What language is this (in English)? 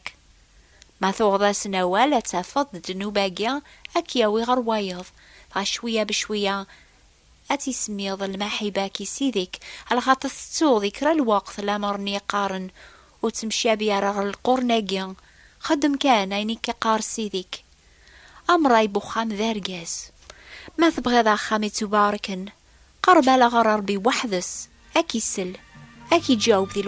Kabyle